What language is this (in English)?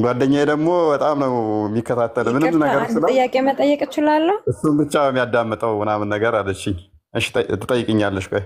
Amharic